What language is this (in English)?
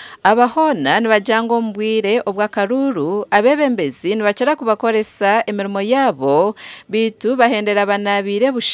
Nyankole